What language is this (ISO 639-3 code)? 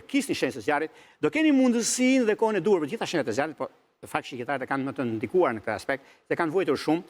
sqi